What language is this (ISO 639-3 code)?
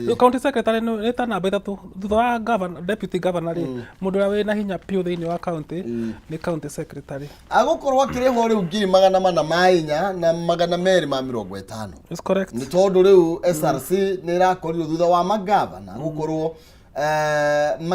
kik